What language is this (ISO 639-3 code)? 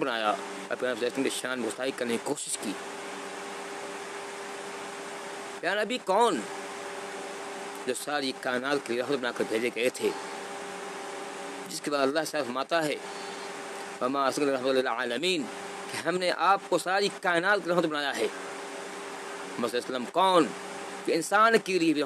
urd